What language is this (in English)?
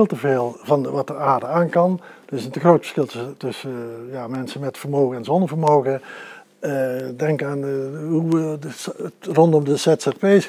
Dutch